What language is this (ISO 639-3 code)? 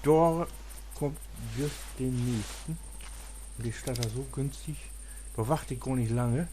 nds